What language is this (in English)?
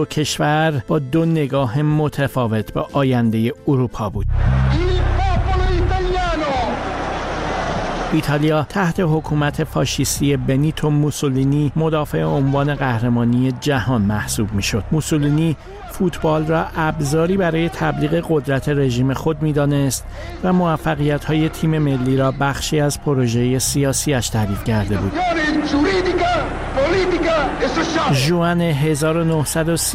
Persian